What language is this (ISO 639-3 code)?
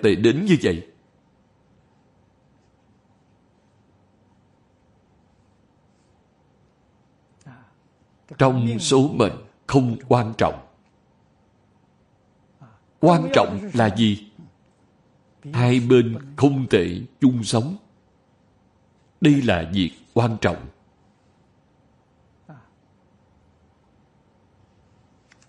vie